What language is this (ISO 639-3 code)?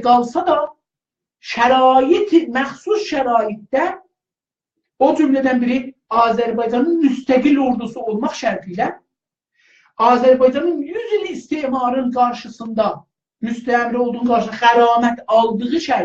azb